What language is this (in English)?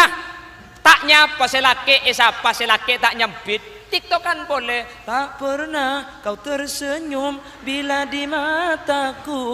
Madurese